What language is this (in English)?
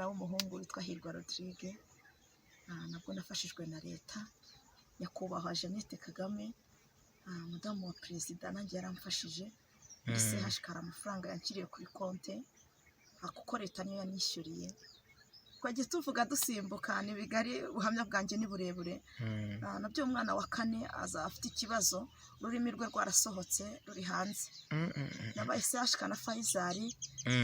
Kinyarwanda